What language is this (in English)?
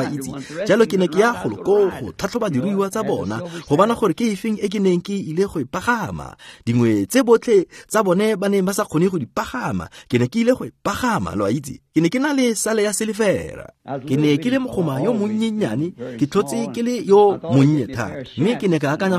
Tswana